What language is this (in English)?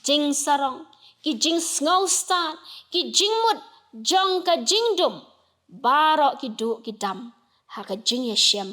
Khasi